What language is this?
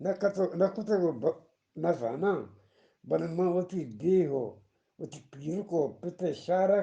Eastern Balochi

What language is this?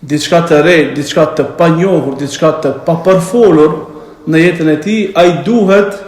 Albanian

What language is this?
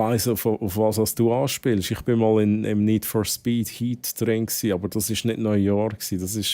Swiss German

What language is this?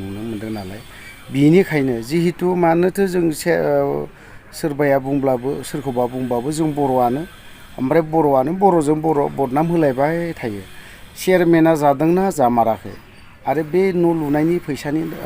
Bodo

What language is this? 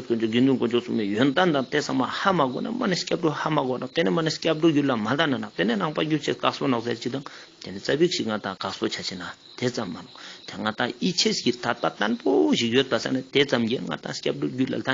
Ladakhi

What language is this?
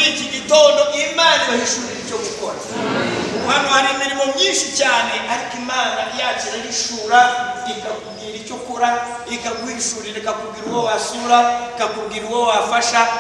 Kinyarwanda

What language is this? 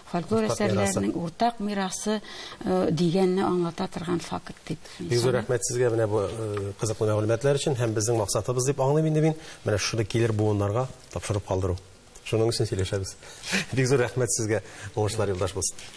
Tatar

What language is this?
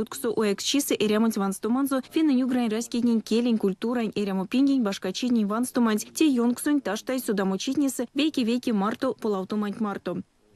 Erzya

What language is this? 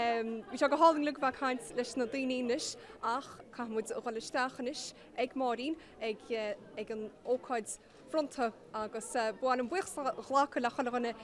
Irish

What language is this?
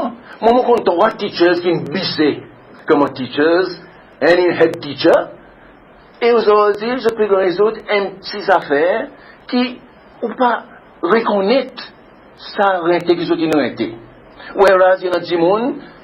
Seselwa Creole French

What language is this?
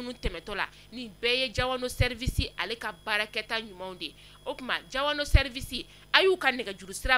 Bambara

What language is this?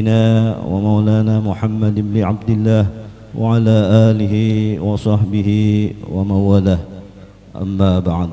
Banjar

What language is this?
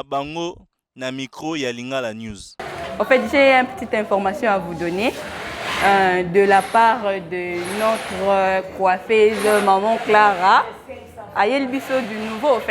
Lingala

